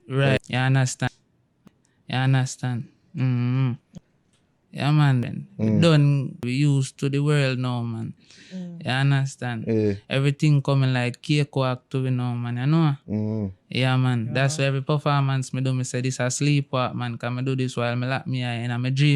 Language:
Jamaican Creole English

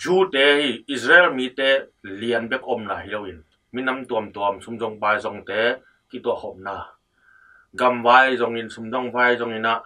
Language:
Tedim Chin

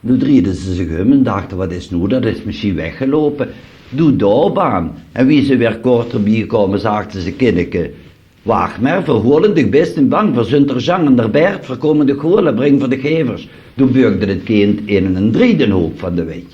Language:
Limburgish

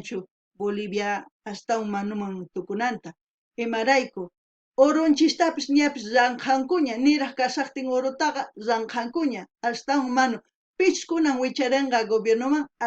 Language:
South Bolivian Quechua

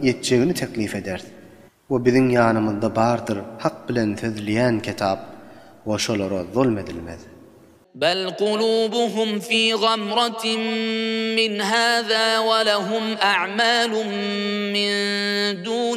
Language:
Turkmen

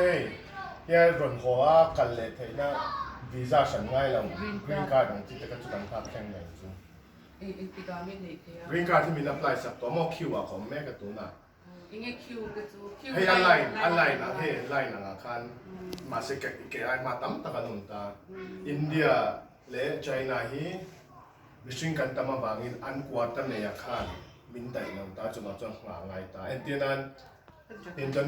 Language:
Mizo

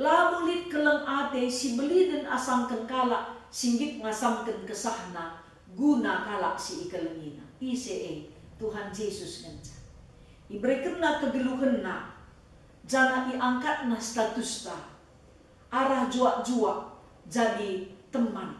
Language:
Batak Karo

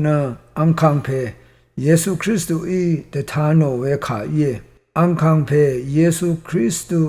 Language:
Rawang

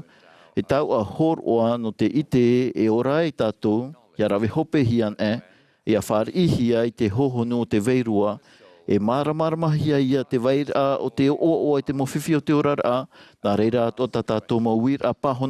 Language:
Tahitian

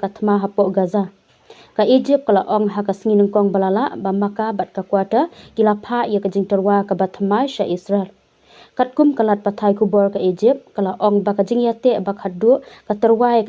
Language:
Khasi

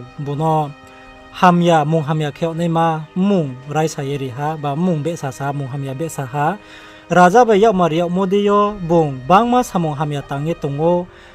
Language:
Riang (India)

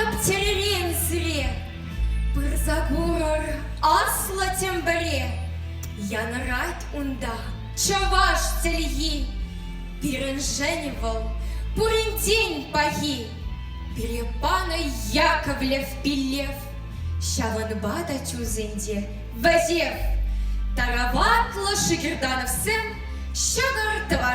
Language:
Chuvash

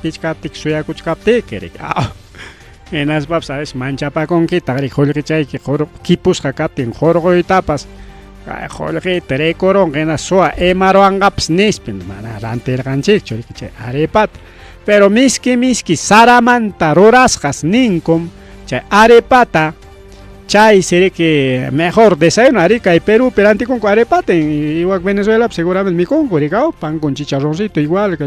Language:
Ayacucho Quechua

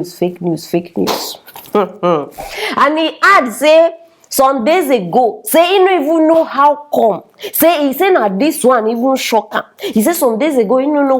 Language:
Nigerian Pidgin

